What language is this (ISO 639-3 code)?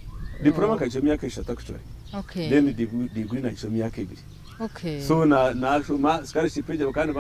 nyn